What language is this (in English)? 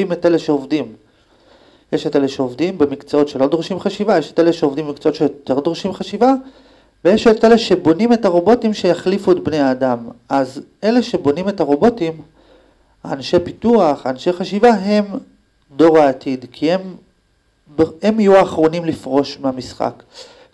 Hebrew